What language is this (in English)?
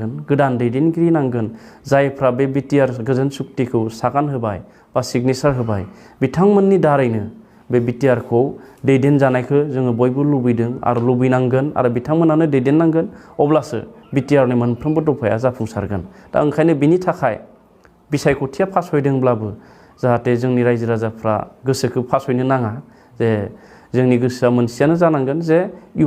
Bodo